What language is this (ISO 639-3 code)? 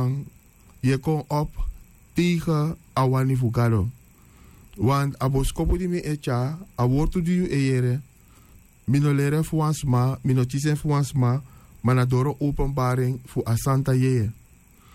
srn